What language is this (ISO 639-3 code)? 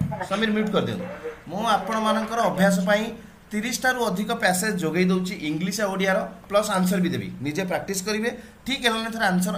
ori